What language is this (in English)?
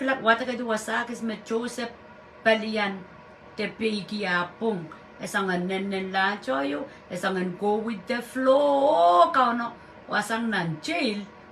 Pohnpeian